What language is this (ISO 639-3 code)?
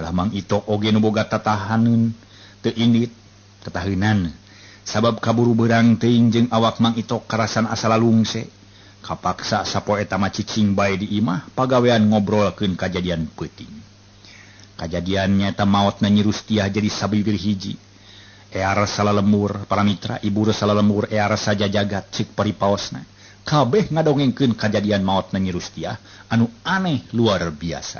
sun